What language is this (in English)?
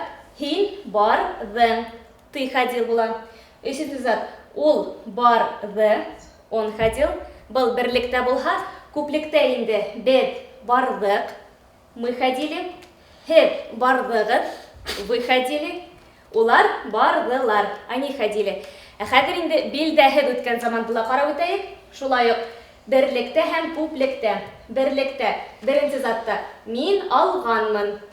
Bashkir